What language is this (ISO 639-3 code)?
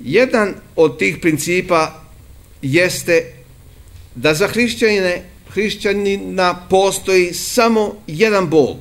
srp